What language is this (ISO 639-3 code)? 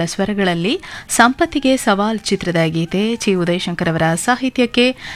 kan